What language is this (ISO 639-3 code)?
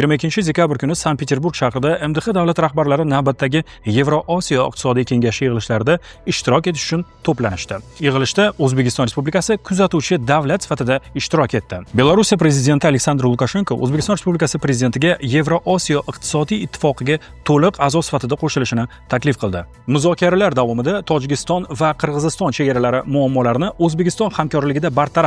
uzb